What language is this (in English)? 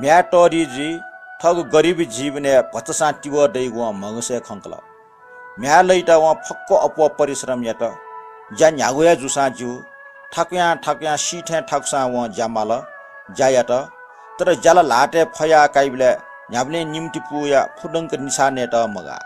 Newari